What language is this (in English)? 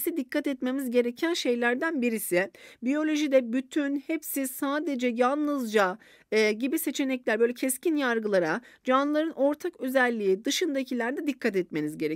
Turkish